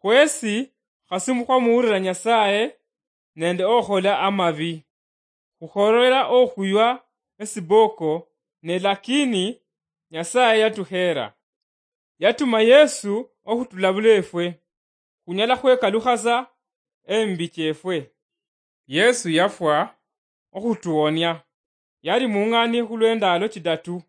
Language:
Luyia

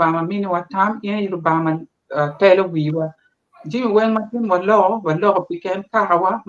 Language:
Acoli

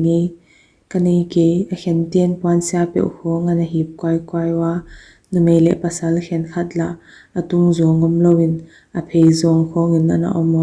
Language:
Paite Chin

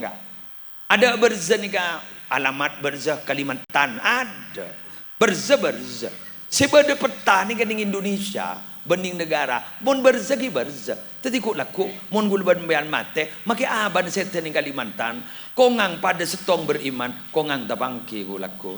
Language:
Madurese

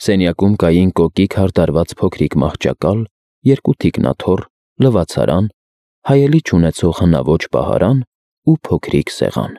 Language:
Armenian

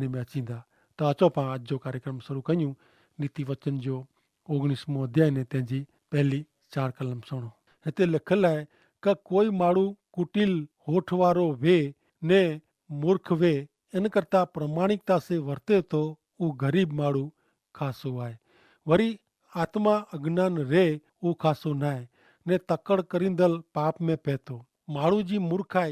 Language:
Kachhi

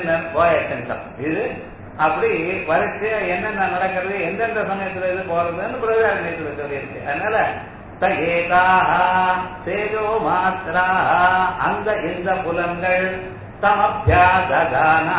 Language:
Tamil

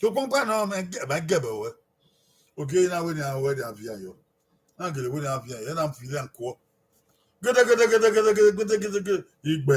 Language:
Bini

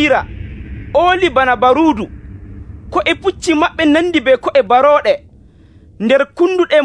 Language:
Nigerian Fulfulde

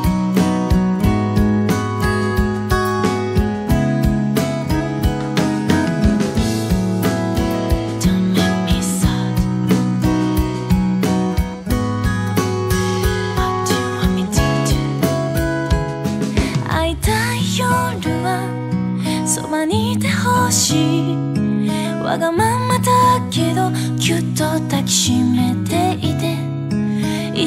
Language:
Japanese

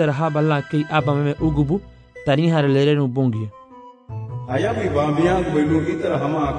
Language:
Garifuna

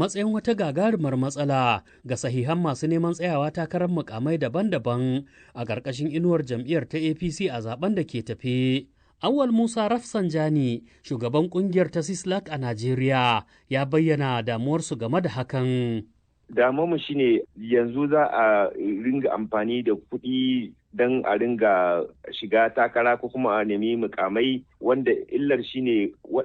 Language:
Hausa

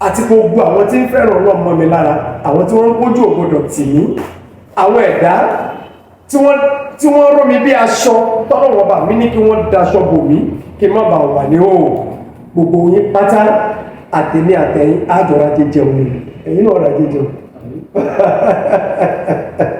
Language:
Yoruba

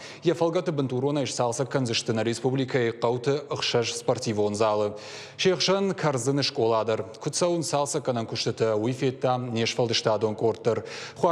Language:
Ossetic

